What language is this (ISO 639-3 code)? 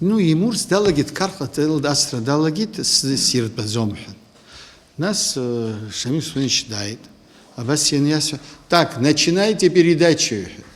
abk